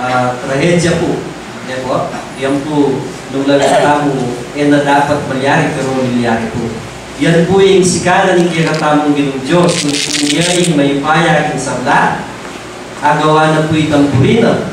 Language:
Pampanga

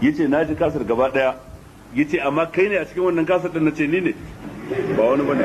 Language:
Hausa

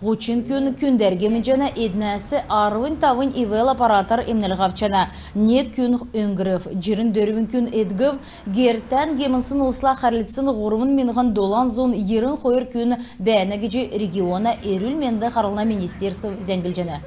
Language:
Kalmyk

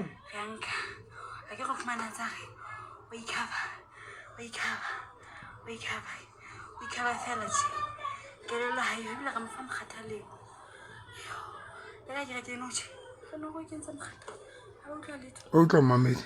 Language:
Southern Sotho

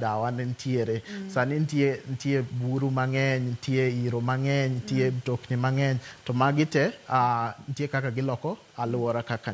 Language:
Luo (Kenya and Tanzania)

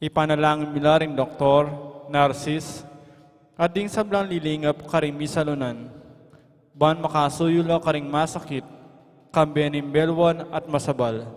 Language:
Pampanga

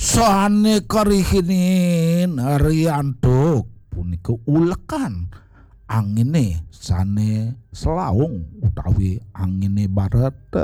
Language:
Balinese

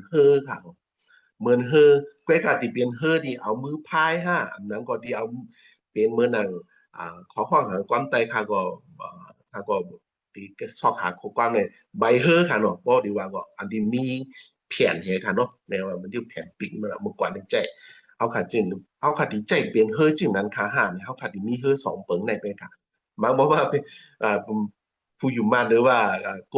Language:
Shan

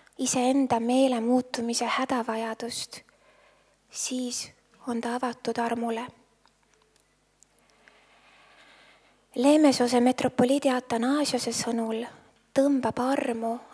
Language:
Estonian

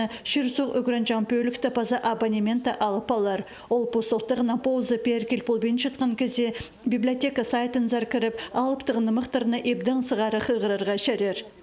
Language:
Khakas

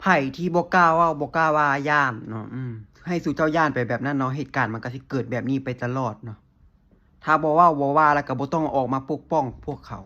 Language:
Lao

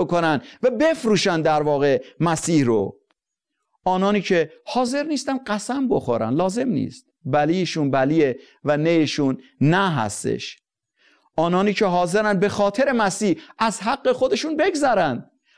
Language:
Persian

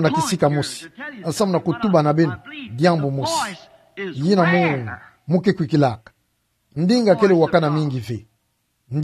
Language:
Kituba (Democratic Republic of Congo)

